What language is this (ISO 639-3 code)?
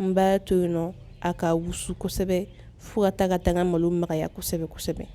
bam